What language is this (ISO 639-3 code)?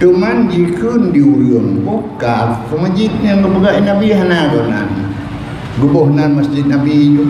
ace